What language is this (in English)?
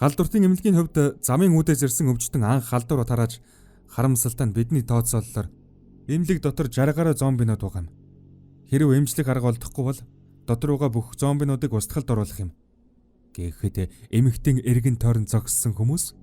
Mongolian